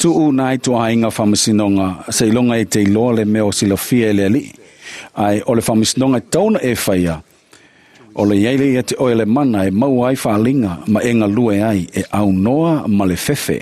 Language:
Samoan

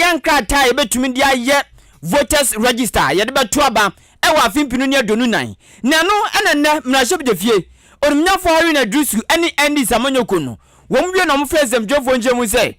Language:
Akan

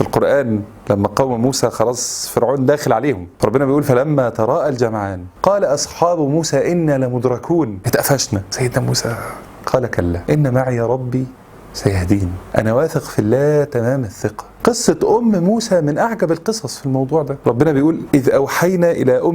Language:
Egyptian Arabic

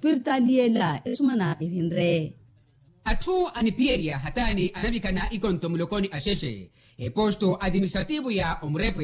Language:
Makhuwa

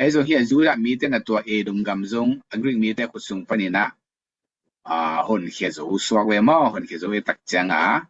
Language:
Tedim Chin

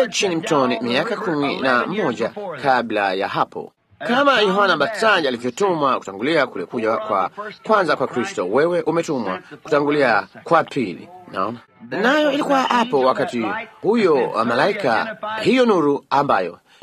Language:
Swahili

